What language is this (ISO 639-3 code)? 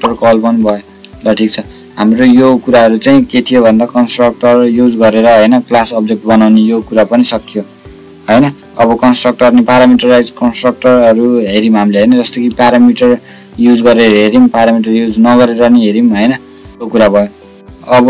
nep